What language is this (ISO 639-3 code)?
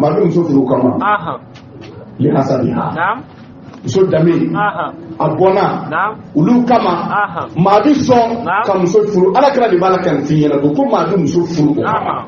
bam